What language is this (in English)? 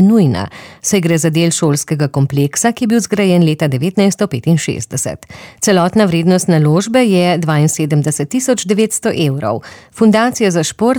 Slovenian